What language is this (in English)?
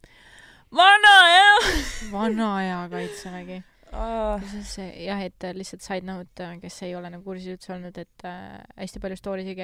Estonian